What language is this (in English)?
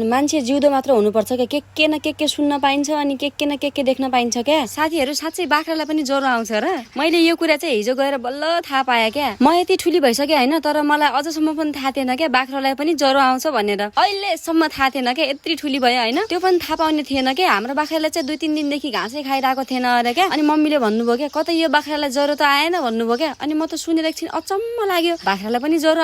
Nepali